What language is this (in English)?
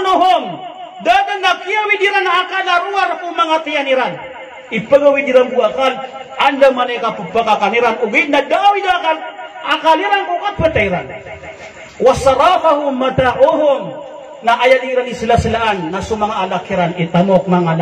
Maranao